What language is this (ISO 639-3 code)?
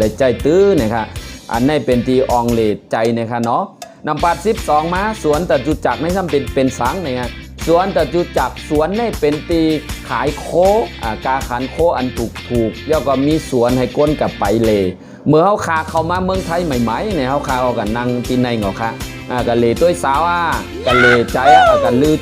shn